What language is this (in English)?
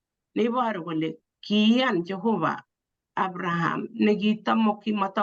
Kalenjin